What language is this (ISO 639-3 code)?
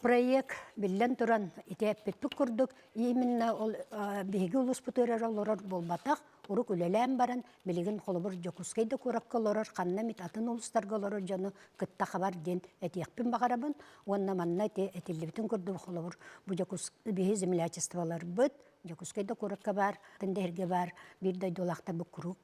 sah